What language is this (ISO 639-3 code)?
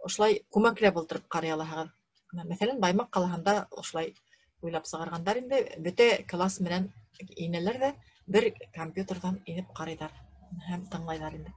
bak